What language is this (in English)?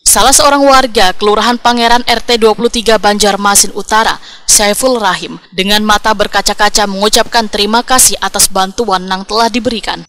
Banjar